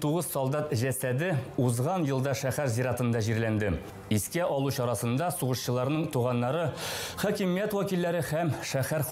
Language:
Tatar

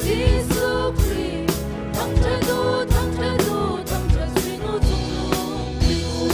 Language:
Hakha Chin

